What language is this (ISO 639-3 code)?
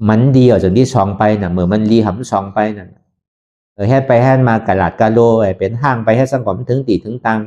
shn